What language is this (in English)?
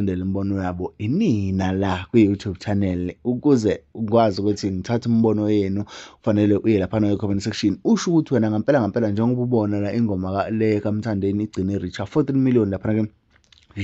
Zulu